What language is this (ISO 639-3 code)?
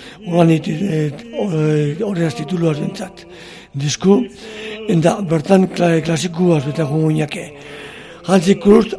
eus